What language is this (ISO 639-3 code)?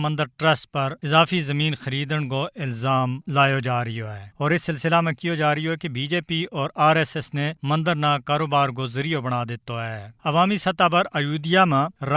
gju